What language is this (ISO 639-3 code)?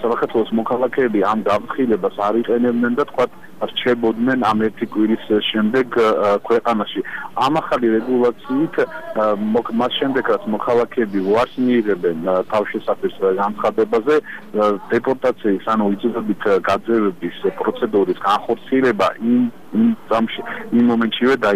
kat